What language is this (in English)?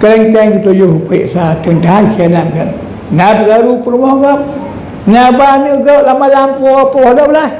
Achinese